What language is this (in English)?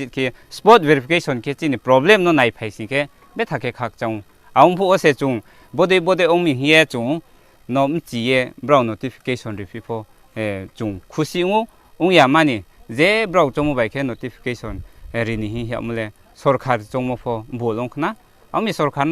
Riang (India)